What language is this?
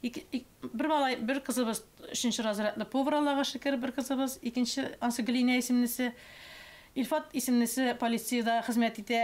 Tatar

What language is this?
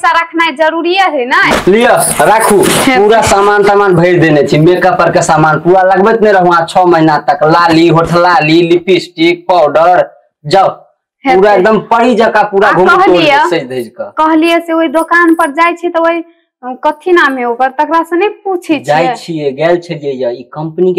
Maithili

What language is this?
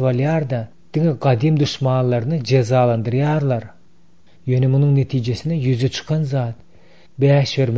Turkmen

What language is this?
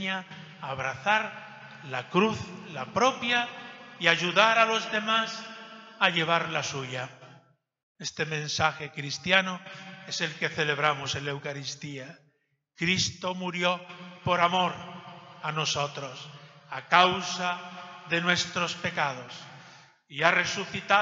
Spanish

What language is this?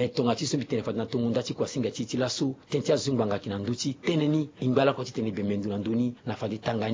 Sango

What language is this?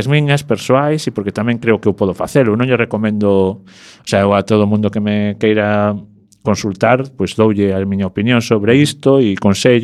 Galician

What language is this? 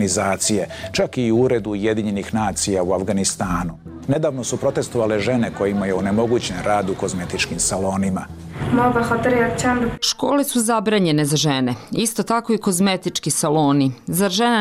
Bosnian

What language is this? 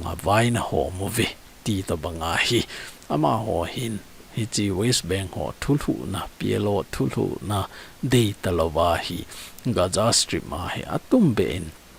Thado Chin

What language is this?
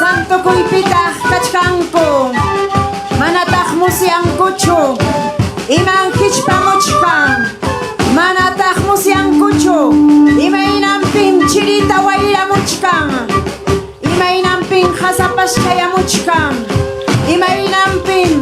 Ayacucho Quechua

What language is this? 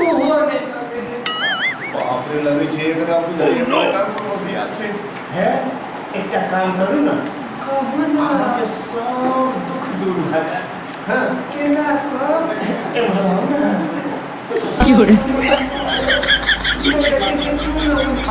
Maithili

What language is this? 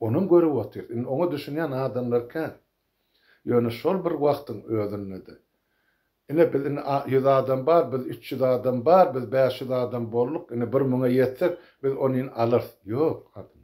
Turkmen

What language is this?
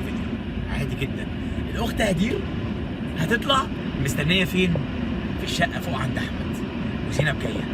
Egyptian Arabic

